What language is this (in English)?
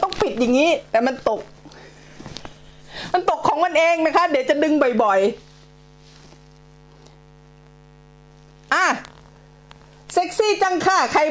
Thai